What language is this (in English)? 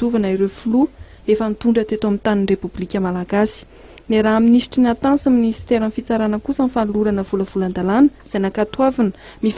Malagasy